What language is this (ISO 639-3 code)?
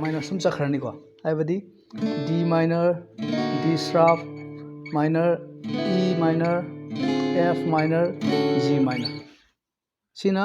mni